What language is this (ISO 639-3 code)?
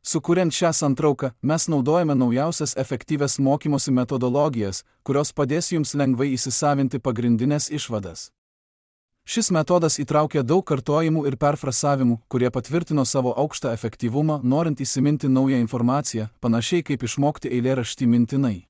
lit